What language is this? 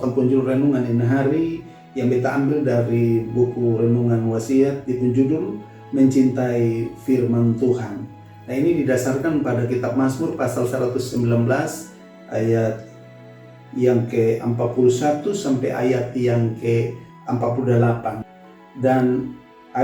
Kupang Malay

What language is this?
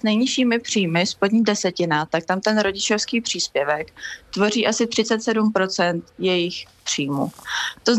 Czech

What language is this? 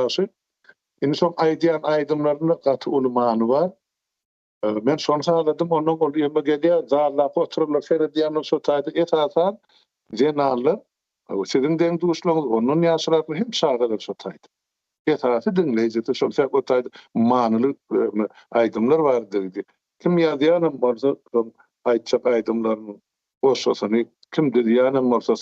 Turkmen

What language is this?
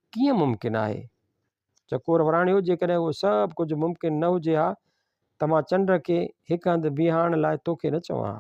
Sindhi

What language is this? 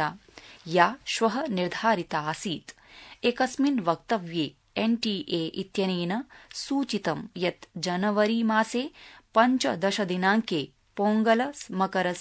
Sanskrit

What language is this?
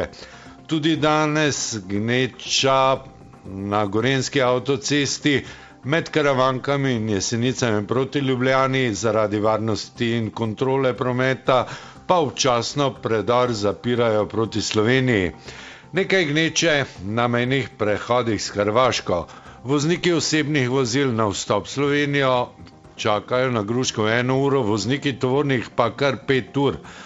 Slovenian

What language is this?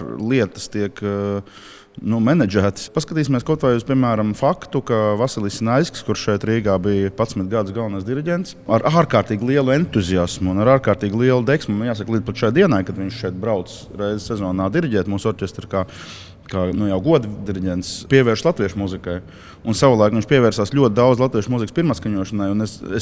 Latvian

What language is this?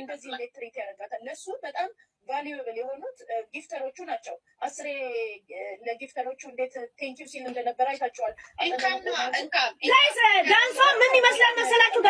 Amharic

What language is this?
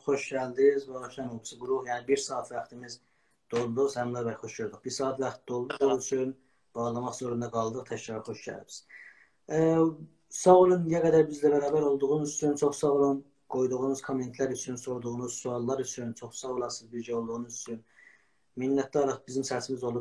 South Azerbaijani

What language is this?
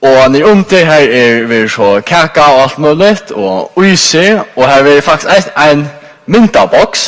Faroese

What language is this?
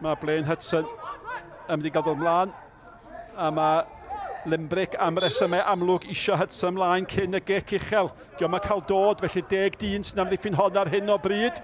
Welsh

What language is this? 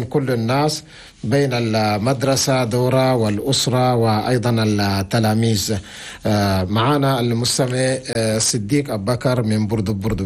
Chadian Arabic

